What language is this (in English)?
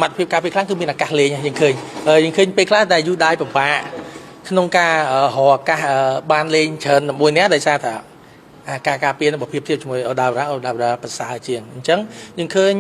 Khmer